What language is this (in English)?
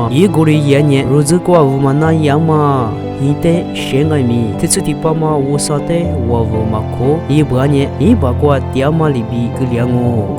Lisu